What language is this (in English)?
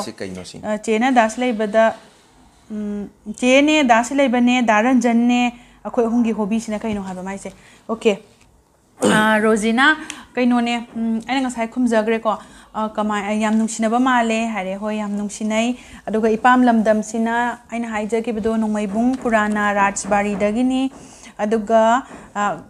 Manipuri